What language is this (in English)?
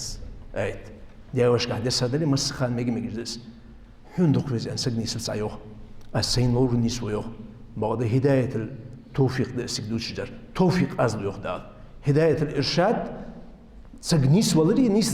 Ingush